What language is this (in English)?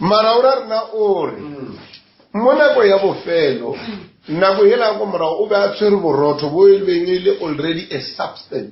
Northern Sotho